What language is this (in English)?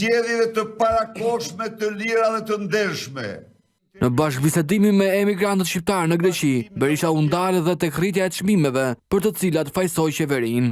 Albanian